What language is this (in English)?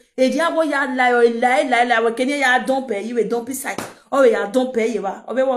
Nigerian Pidgin